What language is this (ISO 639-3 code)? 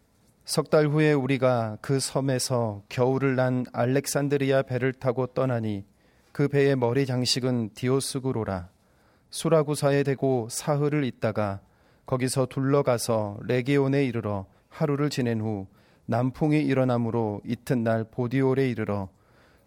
kor